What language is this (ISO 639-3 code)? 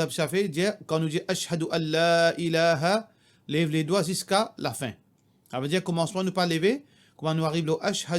mfe